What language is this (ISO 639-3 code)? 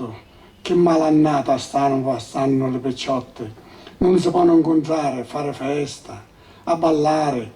scn